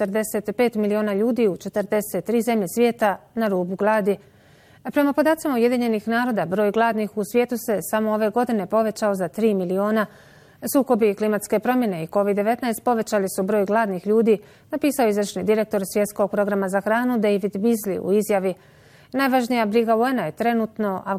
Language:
Bosnian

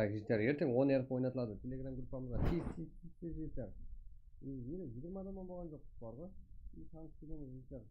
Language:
Kara-Kalpak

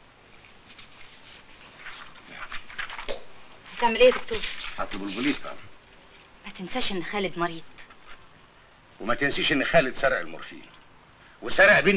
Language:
Egyptian Arabic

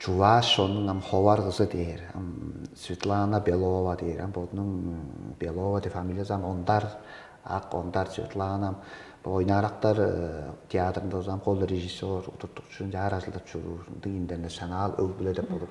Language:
Tuvinian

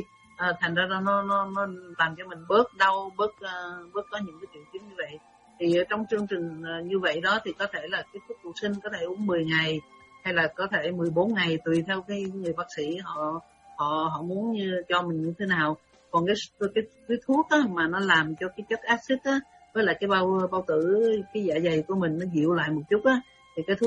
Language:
Vietnamese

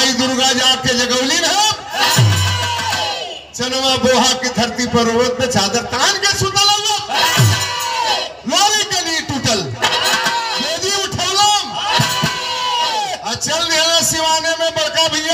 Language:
Bhojpuri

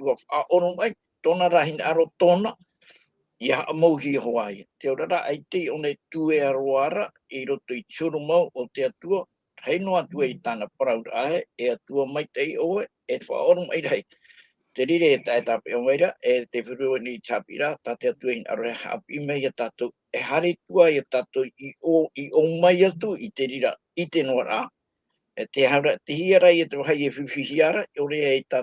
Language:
Tahitian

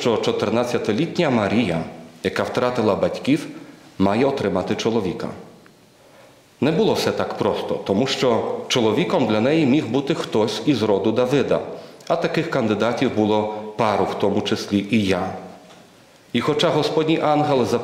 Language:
Ukrainian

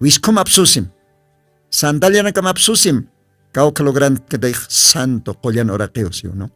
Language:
Aymara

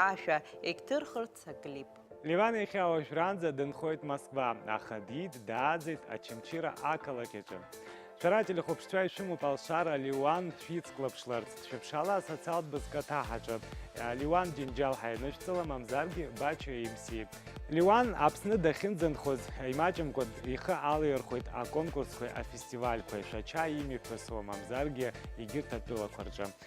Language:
Abkhazian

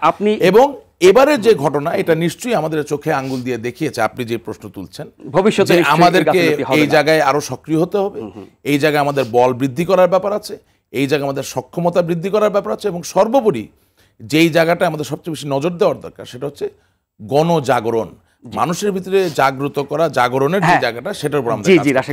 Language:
Bangla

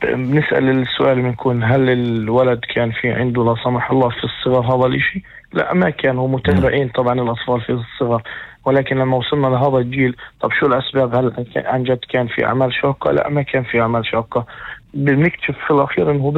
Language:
North Levantine Arabic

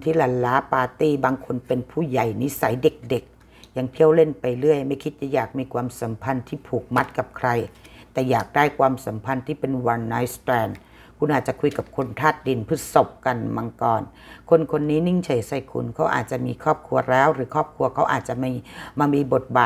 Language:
Thai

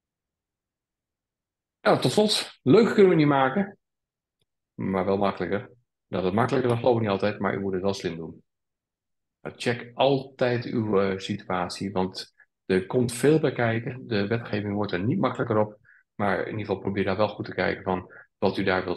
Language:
Dutch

